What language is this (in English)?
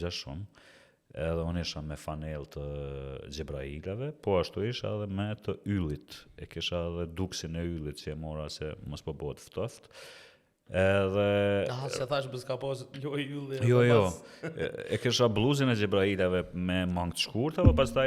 Albanian